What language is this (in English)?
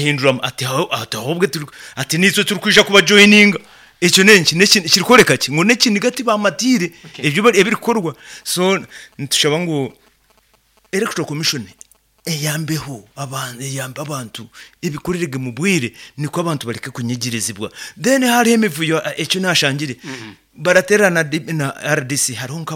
Nyoro